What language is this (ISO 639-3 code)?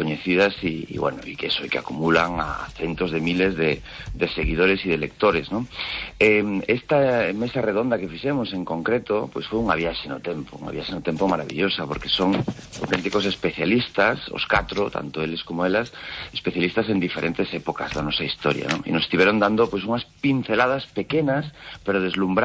glg